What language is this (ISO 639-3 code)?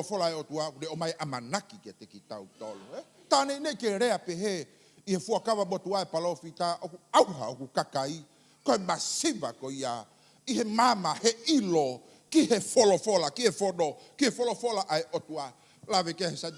ton